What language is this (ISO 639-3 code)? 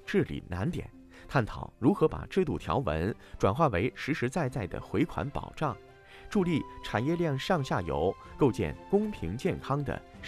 zho